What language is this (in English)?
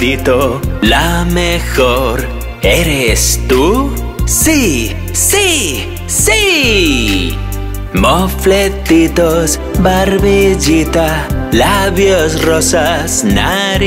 Spanish